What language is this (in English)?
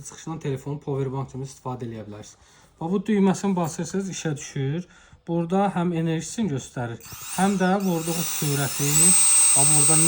Azerbaijani